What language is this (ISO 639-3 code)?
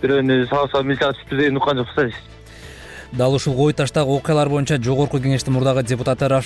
kir